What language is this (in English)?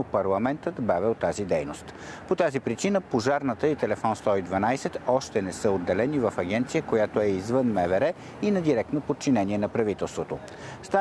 Bulgarian